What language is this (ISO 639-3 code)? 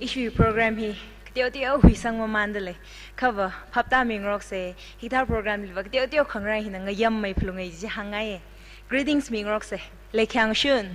nmf